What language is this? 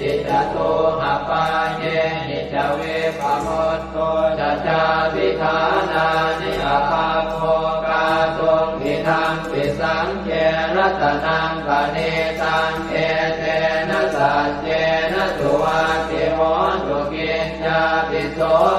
Pali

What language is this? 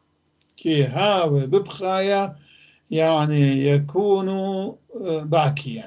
North Levantine Arabic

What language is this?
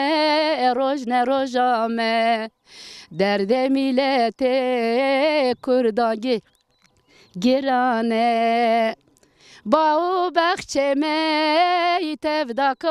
Zaza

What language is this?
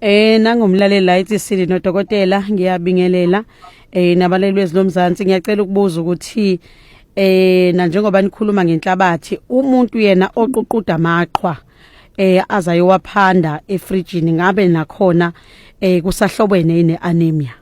Zulu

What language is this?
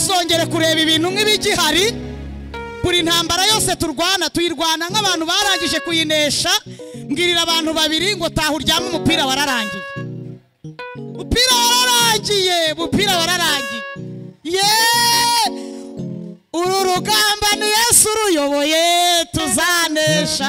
Kinyarwanda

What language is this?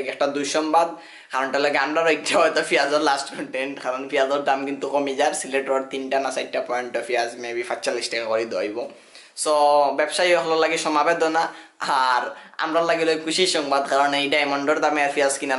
Sylheti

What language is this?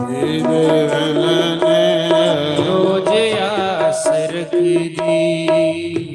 Dogri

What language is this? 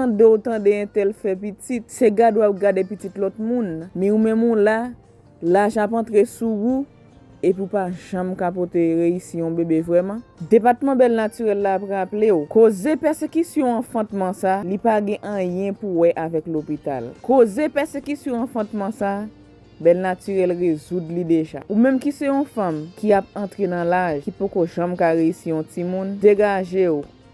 Haitian Creole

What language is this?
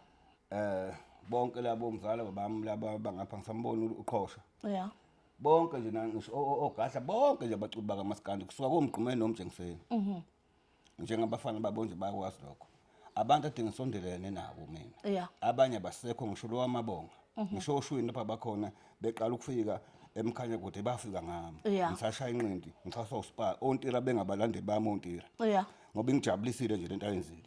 Zulu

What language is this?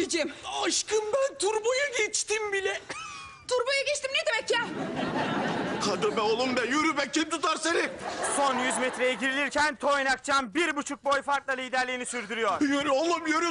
Turkish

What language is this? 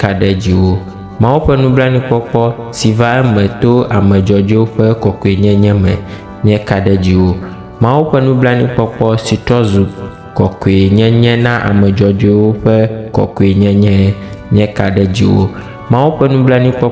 Ewe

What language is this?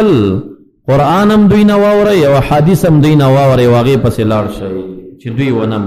Pashto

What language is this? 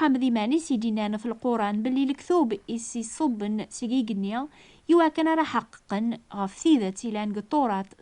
Kabyle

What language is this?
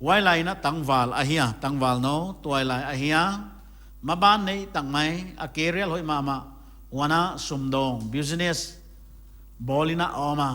Paite Chin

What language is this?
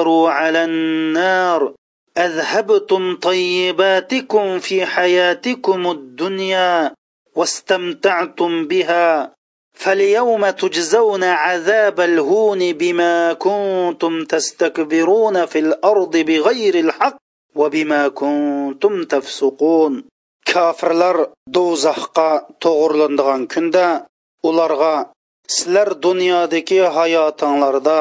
Uyghur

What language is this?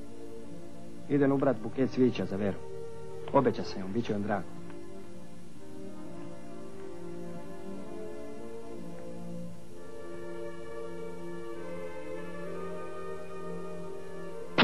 Croatian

